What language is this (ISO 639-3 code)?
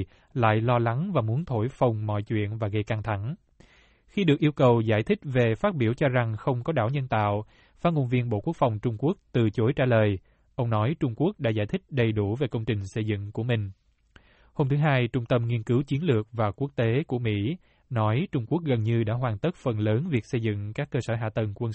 vie